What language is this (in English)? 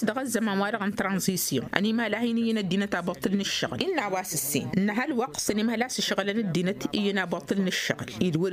Tamasheq